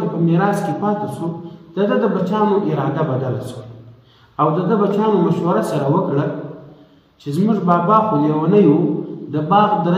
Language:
Pashto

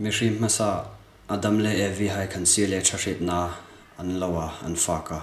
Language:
Hmar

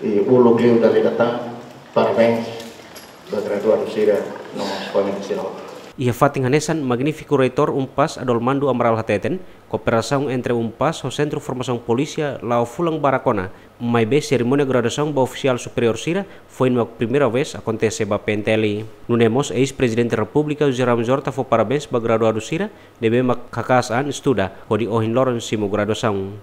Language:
Tetum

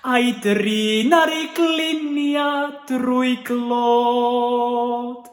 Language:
Welsh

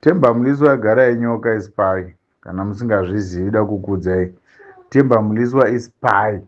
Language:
Shona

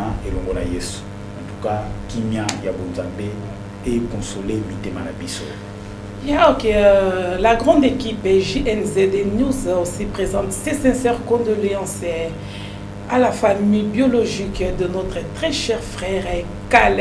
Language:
Lingala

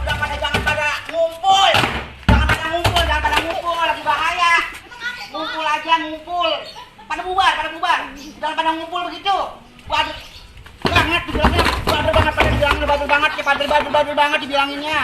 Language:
Betawi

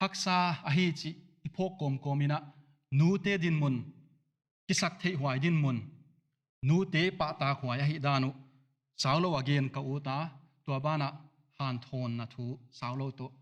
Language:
Paite Chin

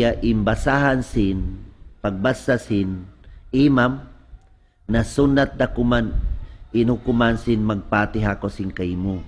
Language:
Tausug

